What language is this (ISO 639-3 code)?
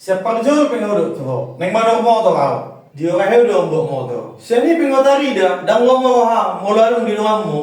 bbc